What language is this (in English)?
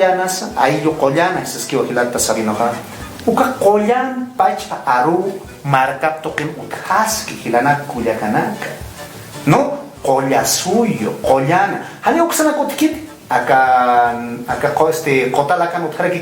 Aymara